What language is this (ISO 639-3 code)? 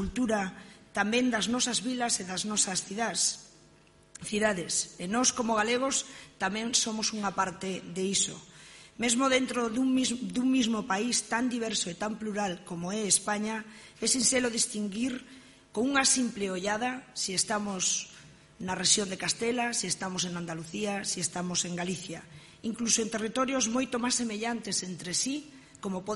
glg